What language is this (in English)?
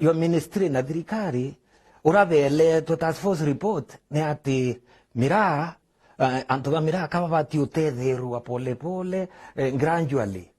Meru